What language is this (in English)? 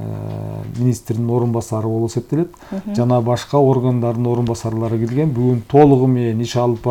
Kyrgyz